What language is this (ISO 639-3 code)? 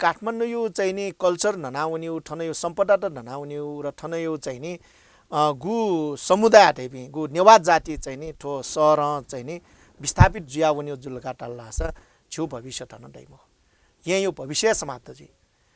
new